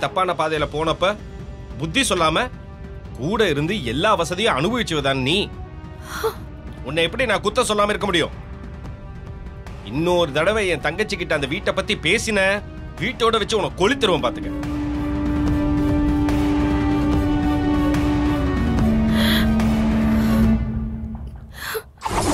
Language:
Tamil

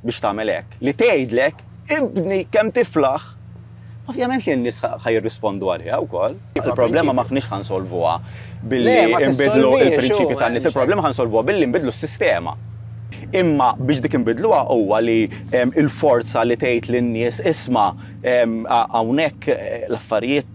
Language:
Maltese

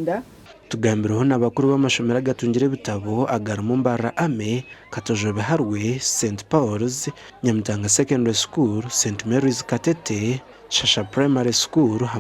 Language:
Nyankole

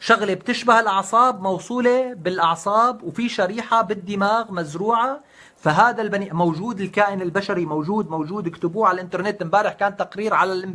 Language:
North Levantine Arabic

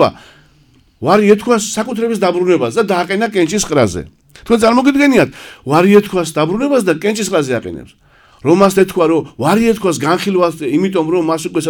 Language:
Georgian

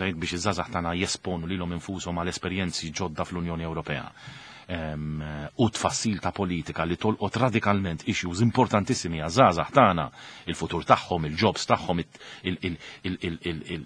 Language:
Maltese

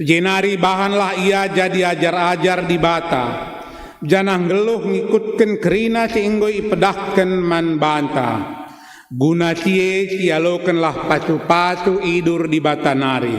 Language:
Batak Karo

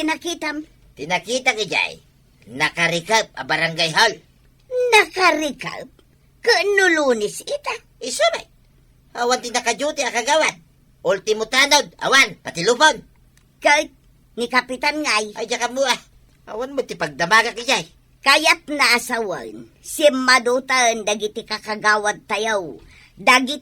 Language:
Iloko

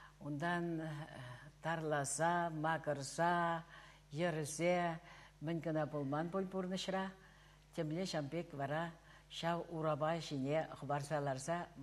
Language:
Chuvash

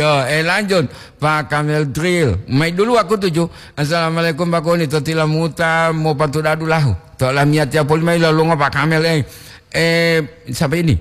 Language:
Gorontalo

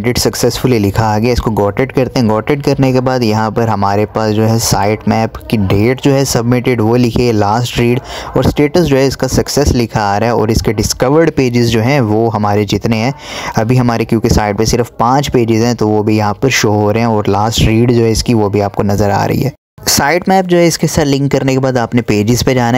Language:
Hindi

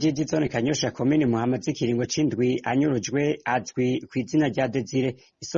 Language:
Rundi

